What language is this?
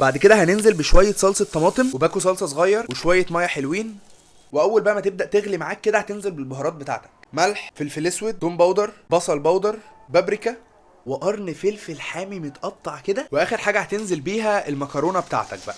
Egyptian Arabic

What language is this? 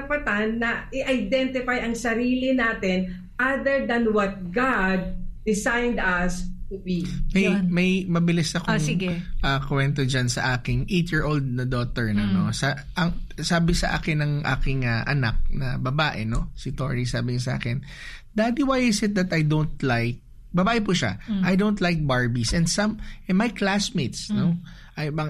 Filipino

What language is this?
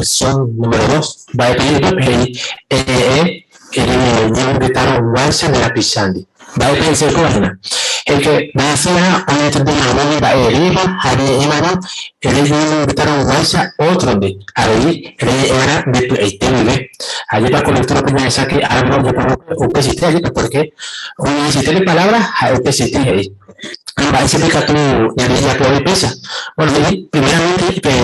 Guarani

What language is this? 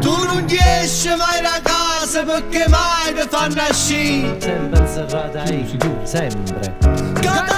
Neapolitan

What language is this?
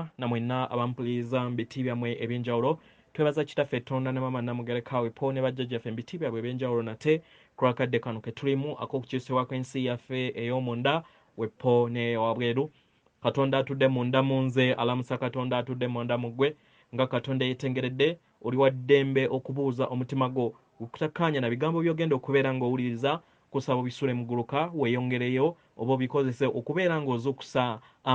Ganda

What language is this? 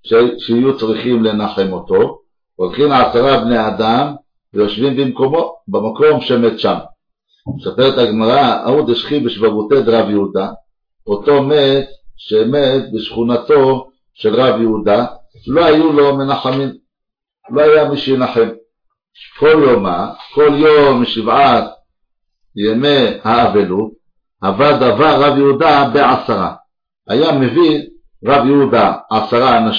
Hebrew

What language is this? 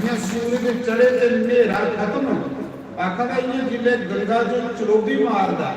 Dogri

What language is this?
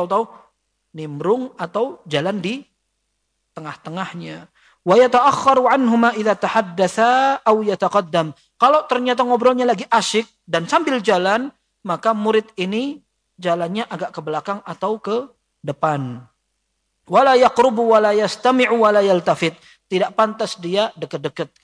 Indonesian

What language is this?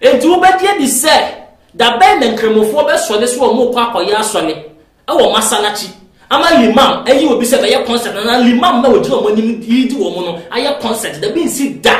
Akan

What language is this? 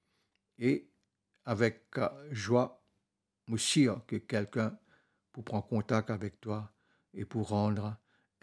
Morisyen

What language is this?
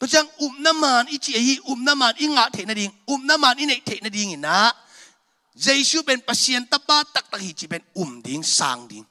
Tedim Chin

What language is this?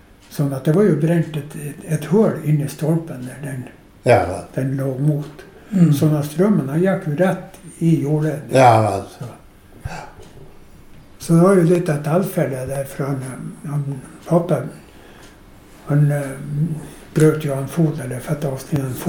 Norwegian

